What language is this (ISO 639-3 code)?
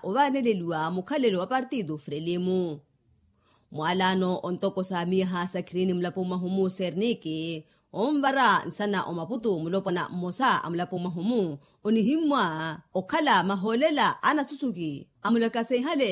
vmw